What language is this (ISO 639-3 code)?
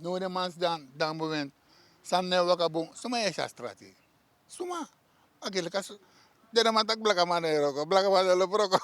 srn